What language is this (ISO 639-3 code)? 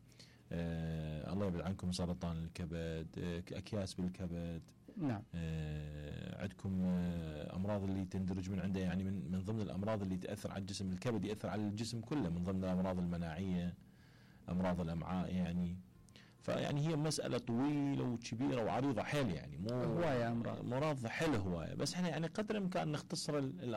acm